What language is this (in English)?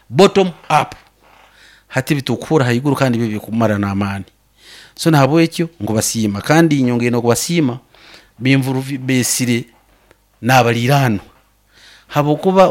Nyoro